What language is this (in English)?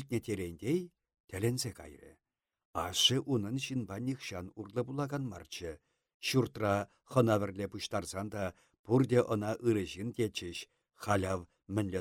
Chuvash